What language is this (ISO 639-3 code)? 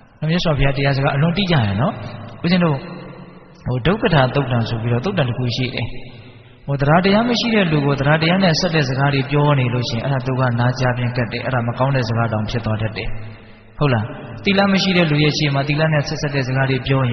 mya